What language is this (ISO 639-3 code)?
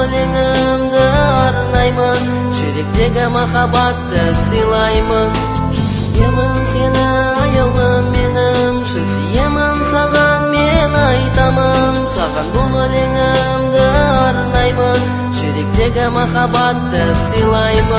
kaz